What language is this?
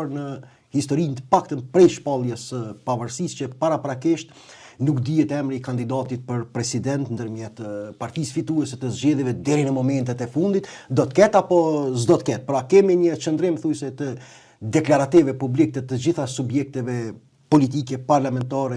Albanian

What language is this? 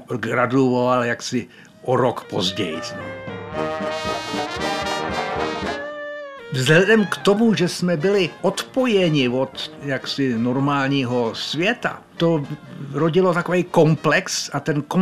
Czech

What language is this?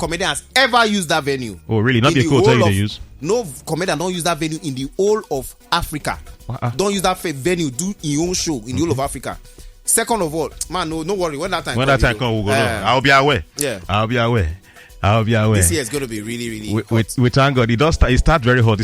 Nigerian Pidgin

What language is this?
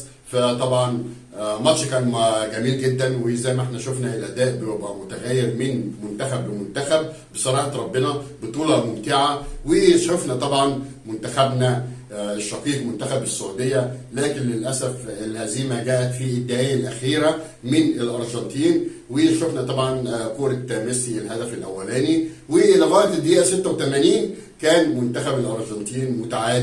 Egyptian Arabic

